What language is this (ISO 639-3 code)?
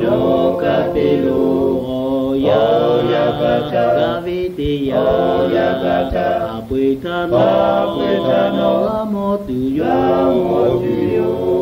lhu